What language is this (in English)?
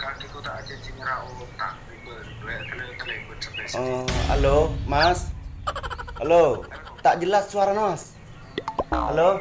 Madurese